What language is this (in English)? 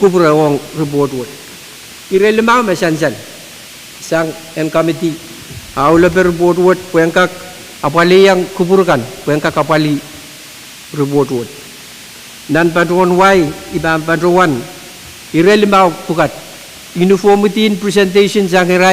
Pohnpeian